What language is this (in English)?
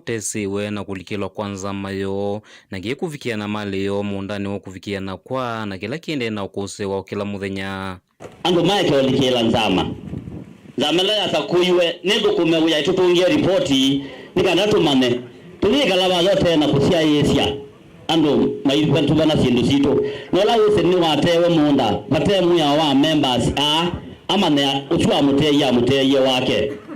Kamba